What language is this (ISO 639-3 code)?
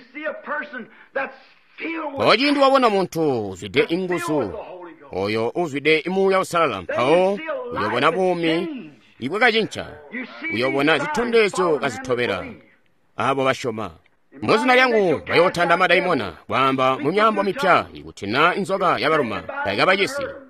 toi